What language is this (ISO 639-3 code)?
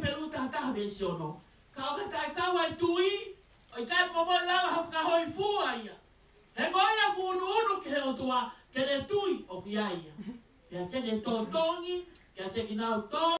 ton